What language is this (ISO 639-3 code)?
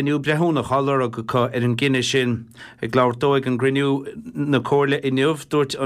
gle